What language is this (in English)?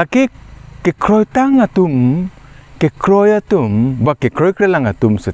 Karbi